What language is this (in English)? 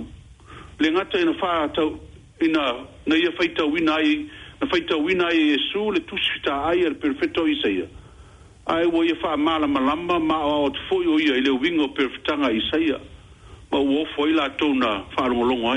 Samoan